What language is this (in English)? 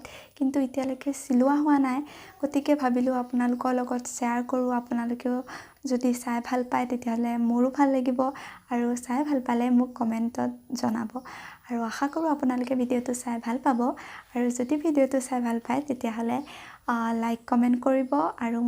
Assamese